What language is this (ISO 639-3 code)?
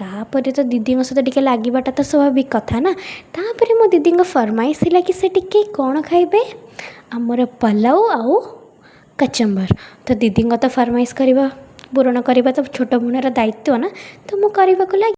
ori